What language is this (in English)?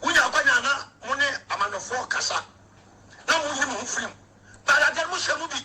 Akan